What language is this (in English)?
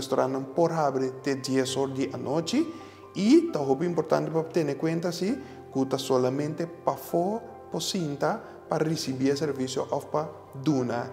Papiamento